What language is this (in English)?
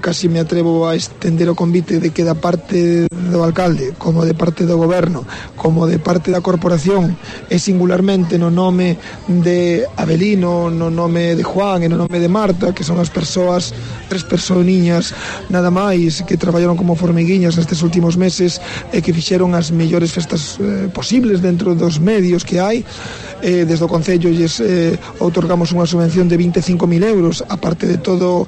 Galician